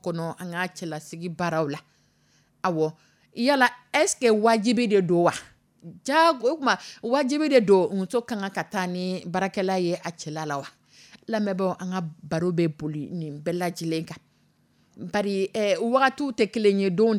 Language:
Dyula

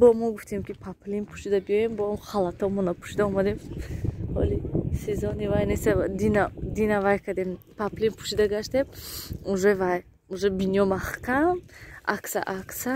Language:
Tajik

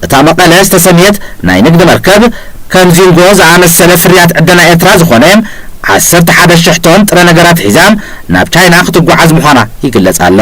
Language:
Tigrinya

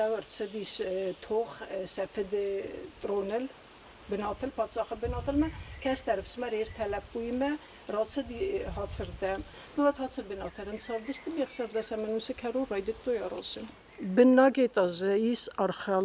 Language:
Ossetic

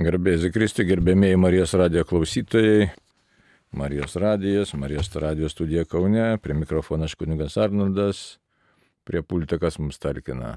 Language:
Lithuanian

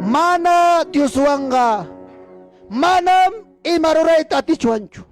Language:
Ayacucho Quechua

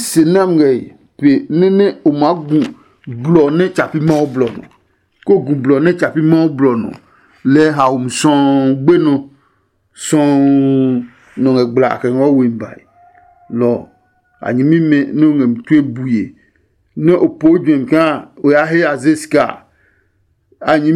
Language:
Adangme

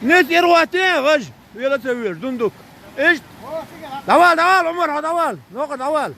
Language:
Chechen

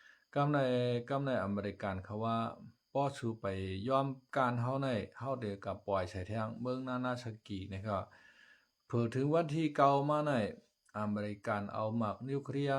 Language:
Shan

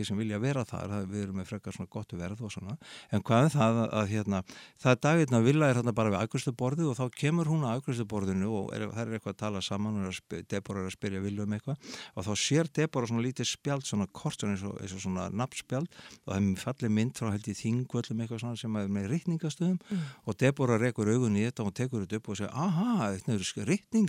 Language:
Icelandic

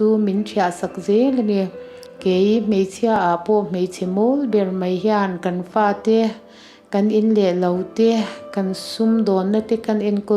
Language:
Mizo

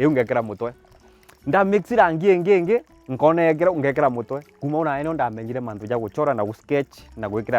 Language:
Meru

